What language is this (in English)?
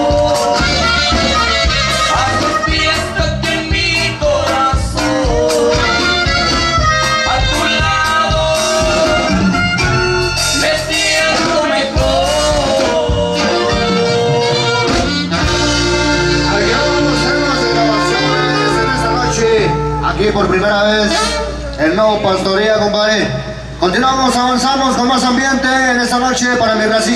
Spanish